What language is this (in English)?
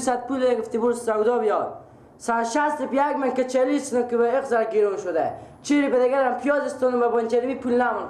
Persian